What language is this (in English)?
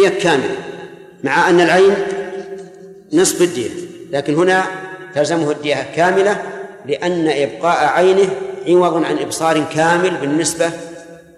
Arabic